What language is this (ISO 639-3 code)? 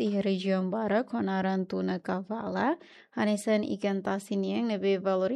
tet